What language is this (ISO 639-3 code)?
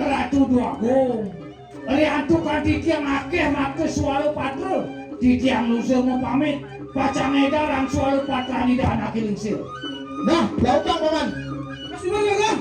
ban